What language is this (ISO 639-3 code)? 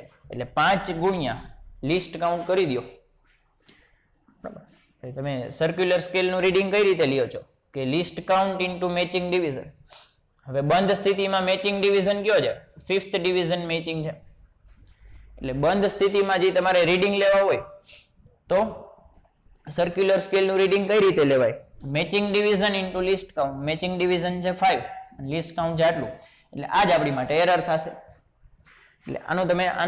guj